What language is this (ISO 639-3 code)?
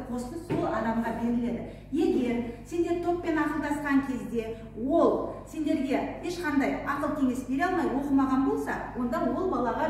kaz